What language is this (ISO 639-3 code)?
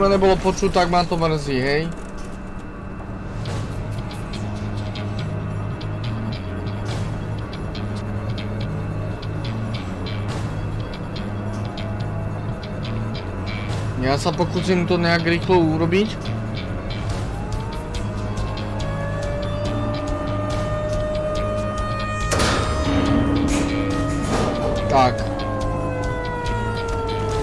slk